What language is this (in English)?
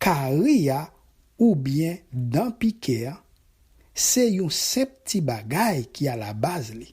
Haitian Creole